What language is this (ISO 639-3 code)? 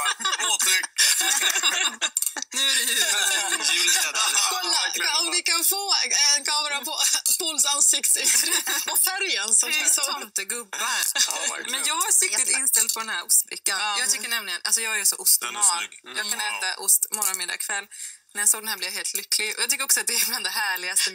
swe